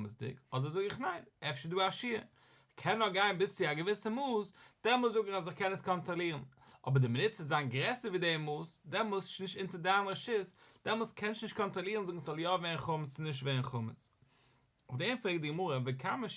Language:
Yiddish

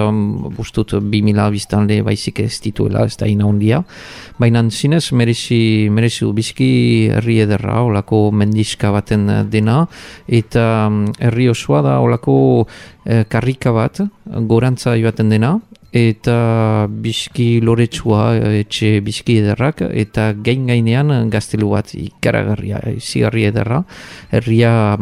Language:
Basque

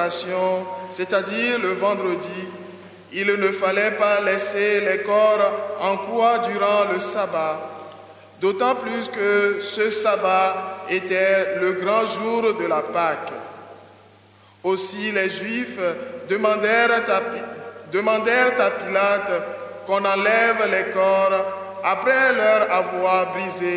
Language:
French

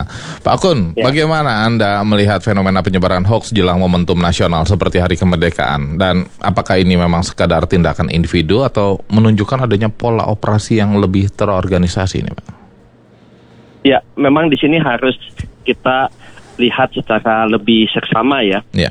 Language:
Indonesian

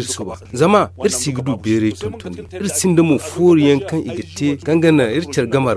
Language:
Zarma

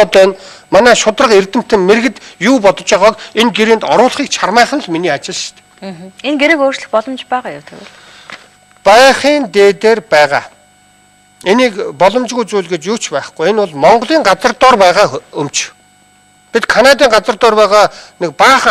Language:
Mongolian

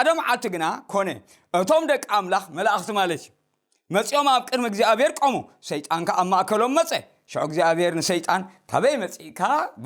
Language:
Tigrinya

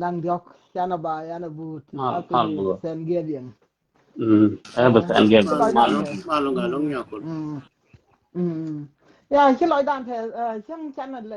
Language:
Nuer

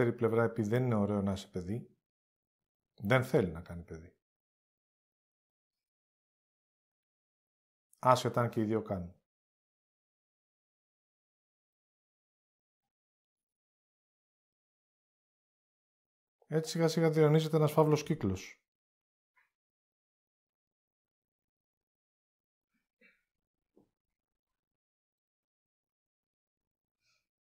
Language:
Greek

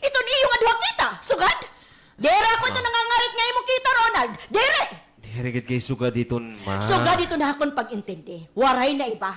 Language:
Waray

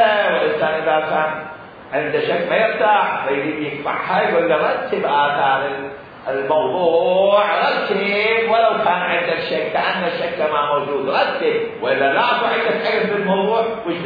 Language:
Mesopotamian Arabic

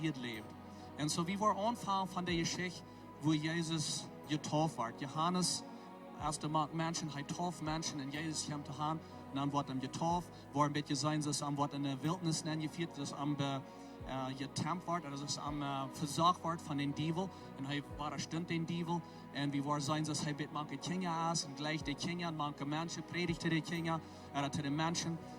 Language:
Plautdietsch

